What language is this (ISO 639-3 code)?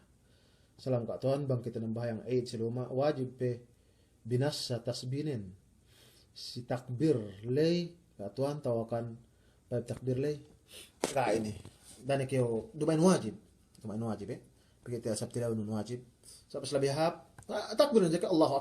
yka